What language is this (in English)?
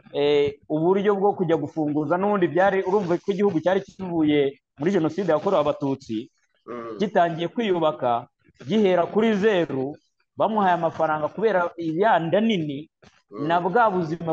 Kinyarwanda